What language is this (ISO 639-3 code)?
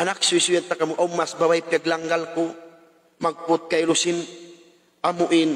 tsg